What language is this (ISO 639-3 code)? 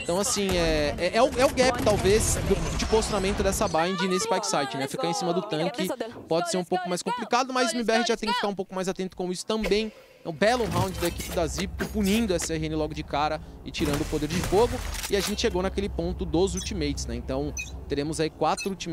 por